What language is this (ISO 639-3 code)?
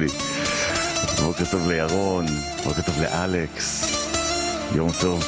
heb